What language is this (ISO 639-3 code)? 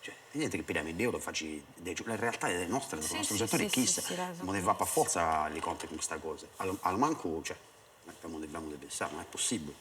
srd